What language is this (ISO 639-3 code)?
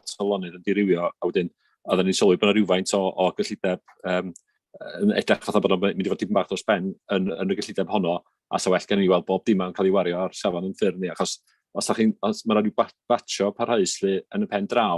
cym